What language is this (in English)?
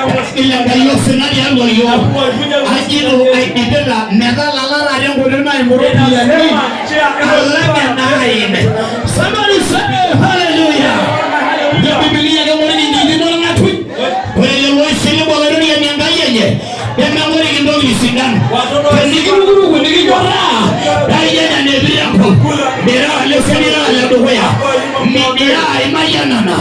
Masai